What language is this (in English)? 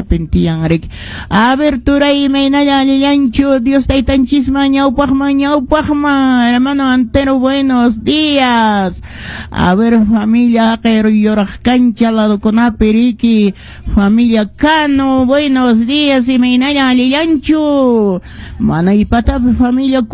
Quechua